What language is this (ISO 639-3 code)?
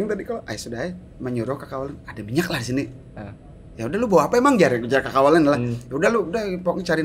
bjn